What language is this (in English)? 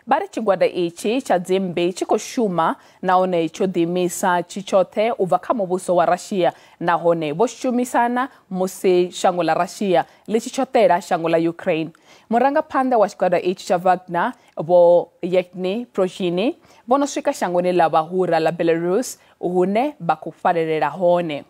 Venda